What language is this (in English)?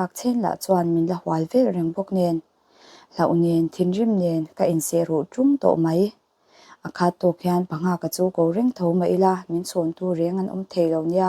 Mizo